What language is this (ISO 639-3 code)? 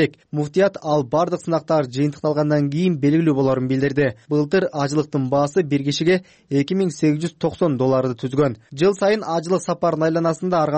kir